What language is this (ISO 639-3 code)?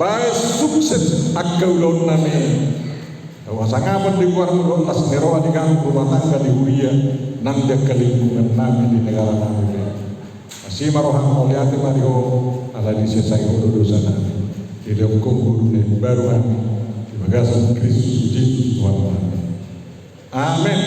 bbc